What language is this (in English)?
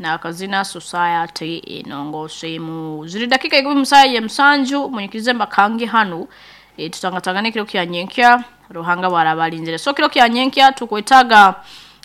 Nyoro